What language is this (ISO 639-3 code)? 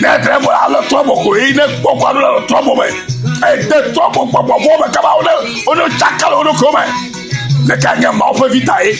ewe